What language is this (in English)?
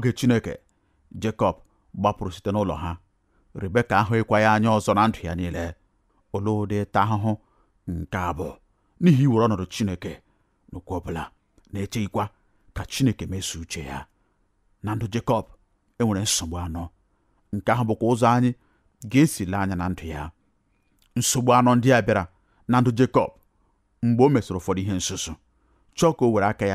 Igbo